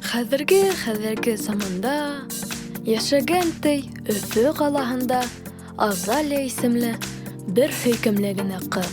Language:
Bashkir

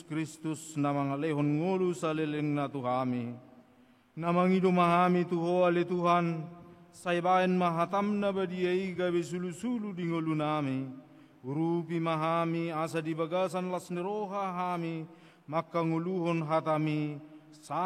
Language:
Batak Toba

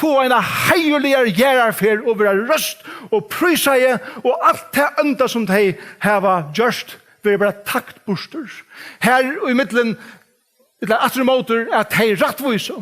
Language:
Faroese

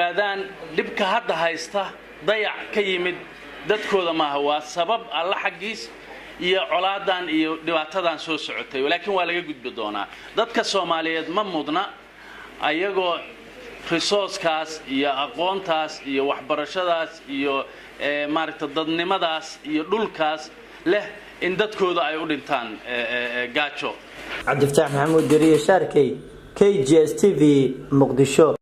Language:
Somali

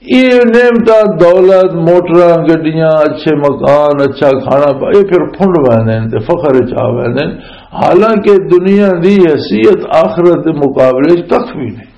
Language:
Western Panjabi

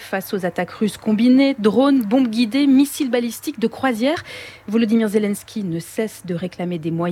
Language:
French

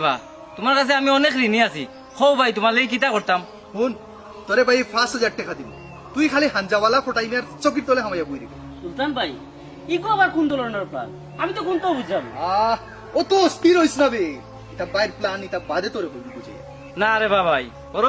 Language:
Sylheti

